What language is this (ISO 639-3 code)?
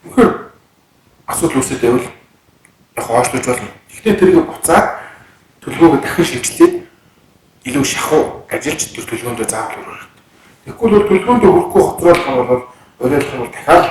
mon